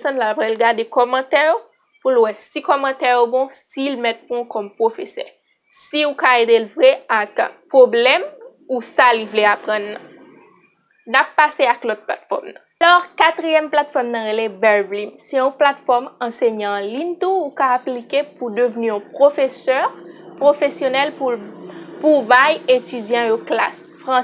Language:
Haitian Creole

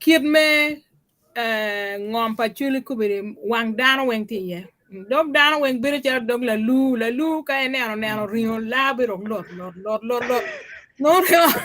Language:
Acoli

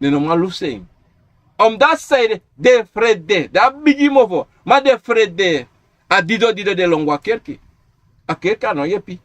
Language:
Sranan Tongo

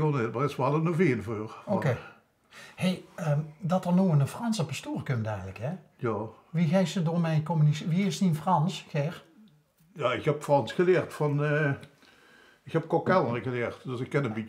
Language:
Limburgish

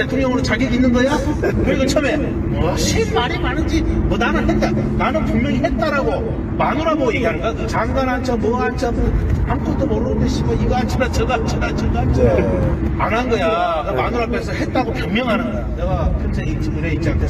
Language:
Korean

